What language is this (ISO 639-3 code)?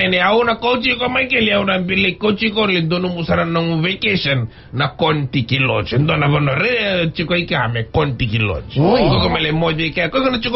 fij